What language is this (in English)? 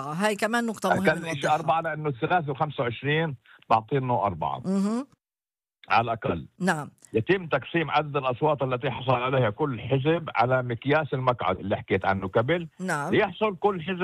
North Levantine Arabic